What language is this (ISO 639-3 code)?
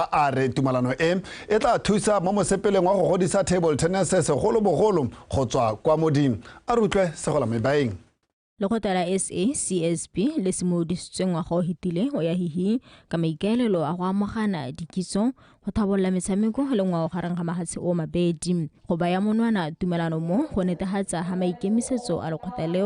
tsn